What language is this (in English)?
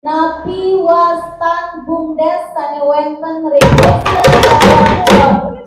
Balinese